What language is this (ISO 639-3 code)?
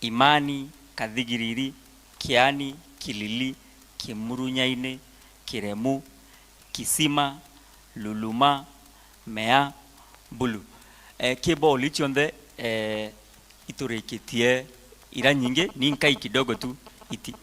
mer